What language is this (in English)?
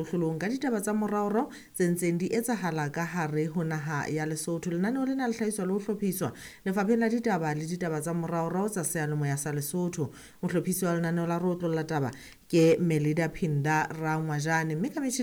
Southern Sotho